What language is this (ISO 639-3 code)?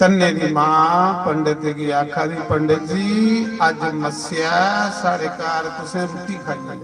doi